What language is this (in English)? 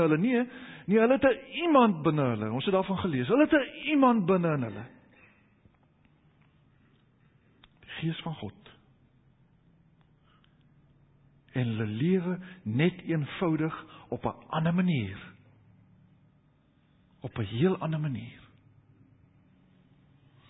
Afrikaans